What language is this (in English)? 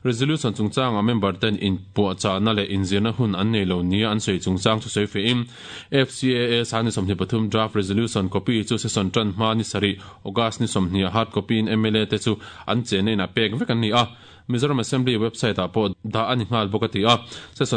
Mizo